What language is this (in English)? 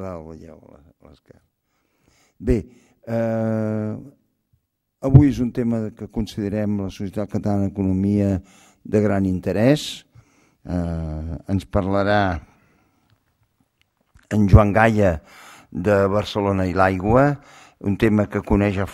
Catalan